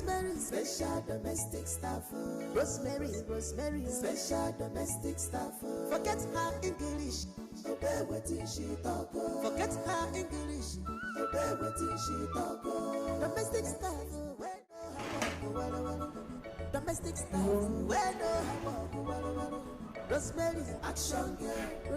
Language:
Nigerian Pidgin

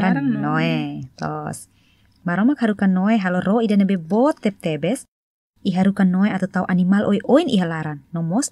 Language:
Tetum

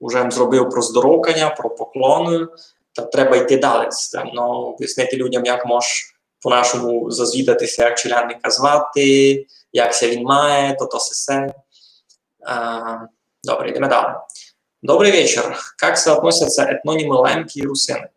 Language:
Rusyn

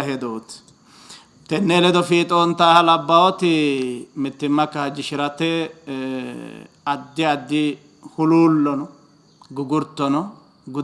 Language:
Sidamo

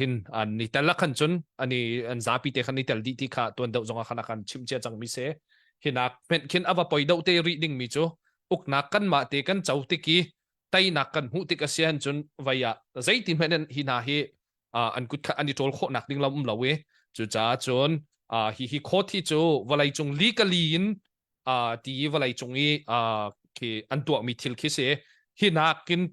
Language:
Hakha Chin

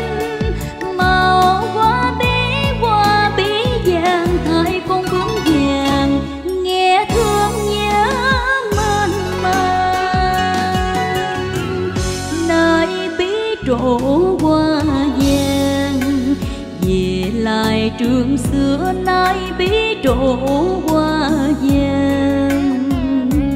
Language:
Vietnamese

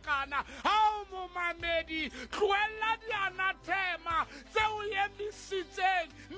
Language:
Southern Sotho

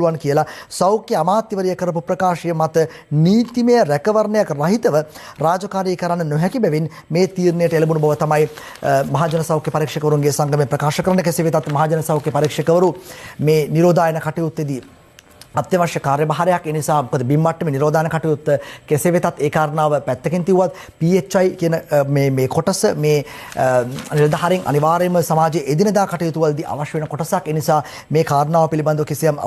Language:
Sinhala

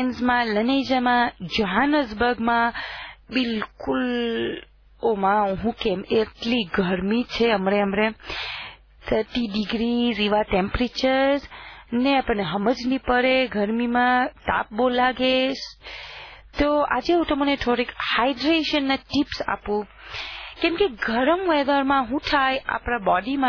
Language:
Gujarati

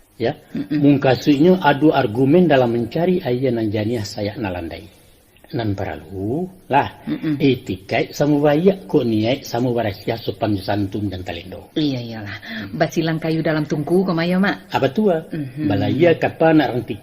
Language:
Minangkabau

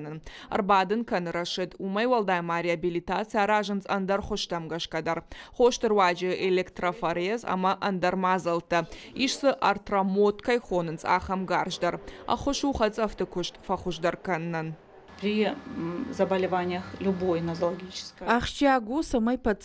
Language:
Ossetic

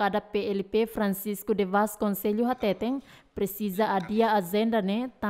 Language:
Tetum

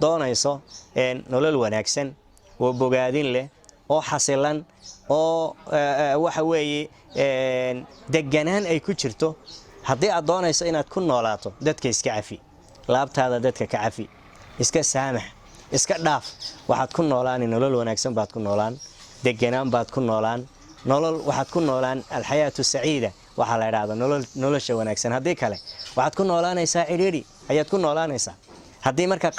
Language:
Somali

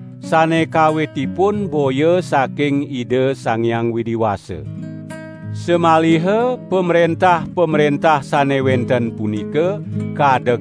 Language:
Balinese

